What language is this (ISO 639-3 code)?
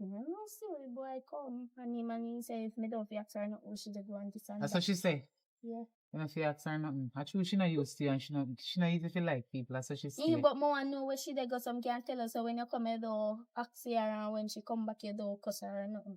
jam